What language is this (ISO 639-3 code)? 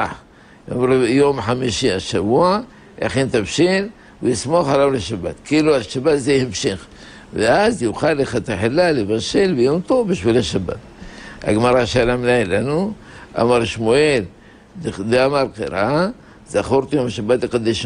heb